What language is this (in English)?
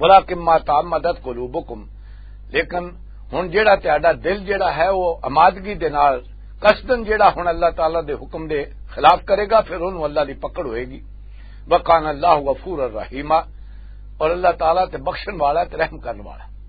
Western Panjabi